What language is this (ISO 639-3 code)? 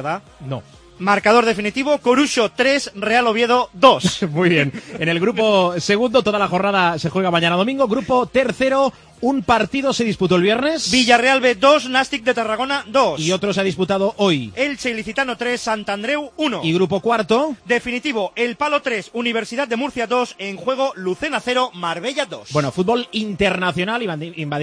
spa